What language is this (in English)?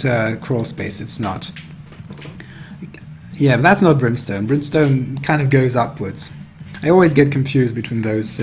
English